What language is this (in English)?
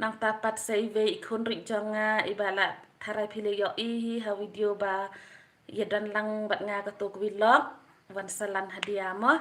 Khasi